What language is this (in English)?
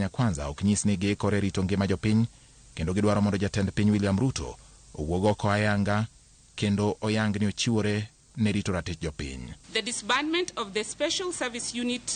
Luo (Kenya and Tanzania)